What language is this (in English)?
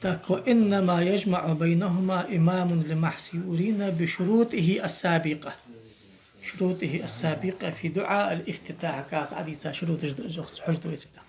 Ingush